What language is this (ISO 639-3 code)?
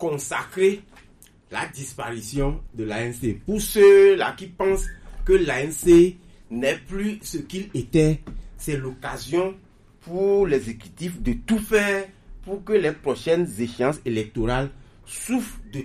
fra